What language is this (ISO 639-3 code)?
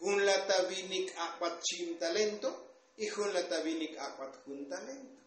tzo